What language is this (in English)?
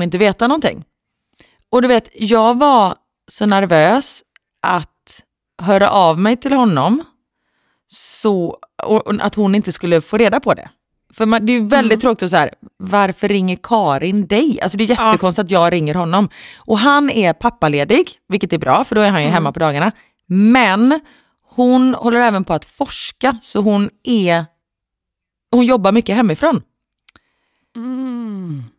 Swedish